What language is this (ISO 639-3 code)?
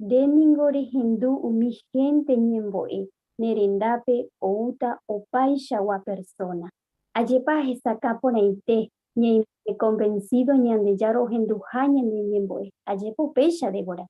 grn